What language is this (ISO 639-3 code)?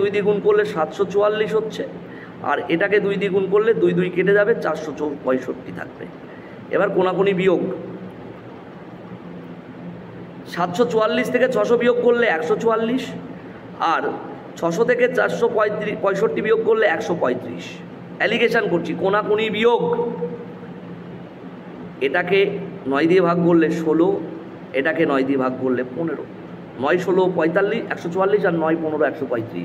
ben